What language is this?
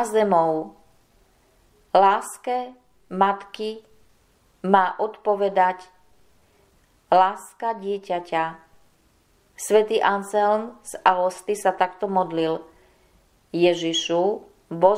Slovak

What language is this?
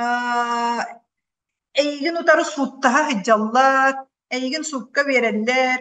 Yakut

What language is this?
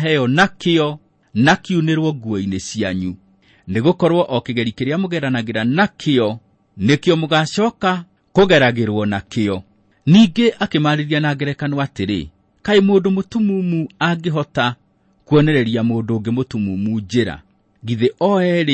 Kikuyu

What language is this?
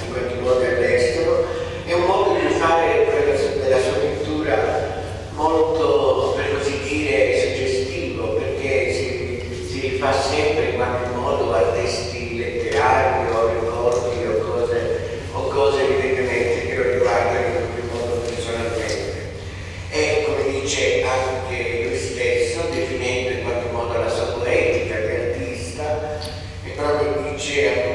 Italian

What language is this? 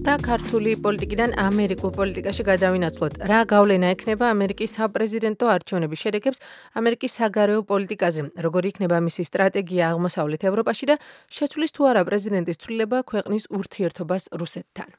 Georgian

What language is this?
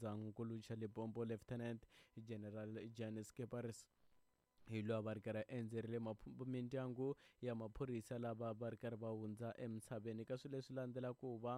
Tsonga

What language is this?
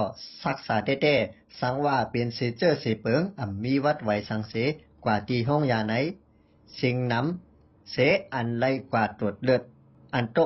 Shan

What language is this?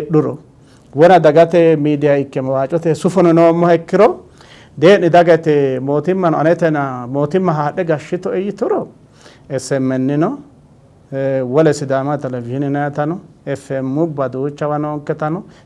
Sidamo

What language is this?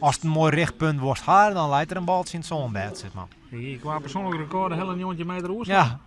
Western Frisian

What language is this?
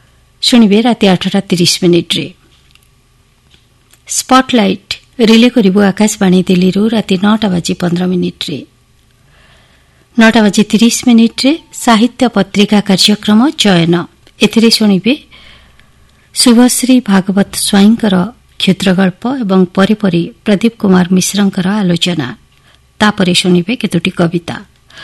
Odia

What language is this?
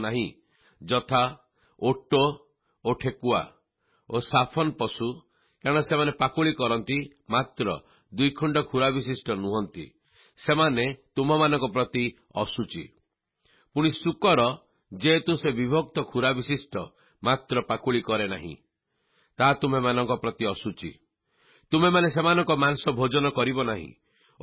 Odia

